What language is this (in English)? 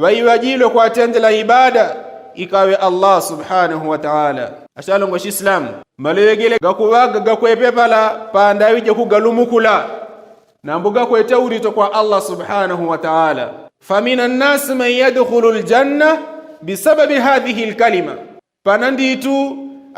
Yao